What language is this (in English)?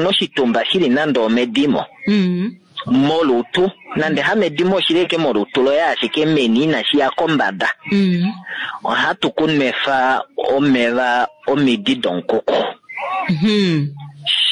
Kuanyama